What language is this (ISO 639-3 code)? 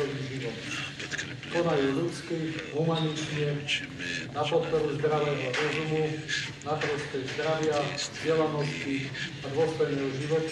slk